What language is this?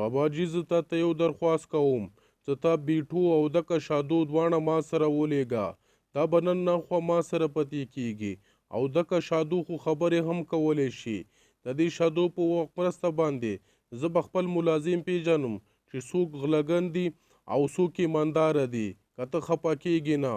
Pashto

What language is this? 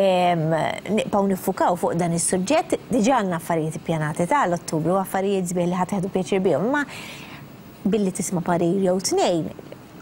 Maltese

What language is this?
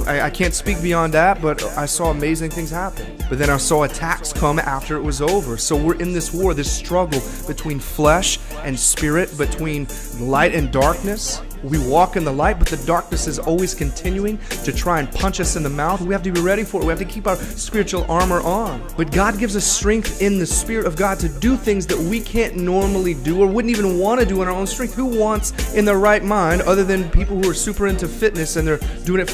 English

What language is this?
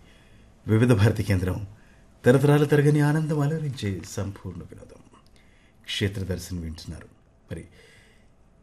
Telugu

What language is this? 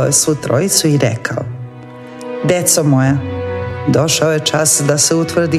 Serbian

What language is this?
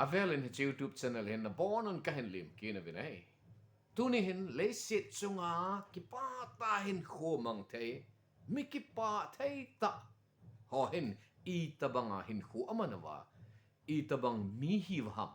Thado Chin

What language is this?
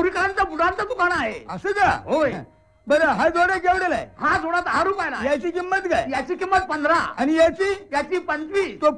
Marathi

